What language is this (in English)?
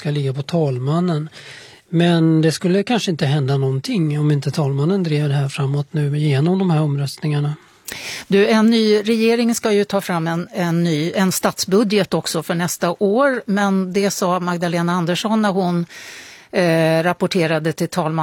Swedish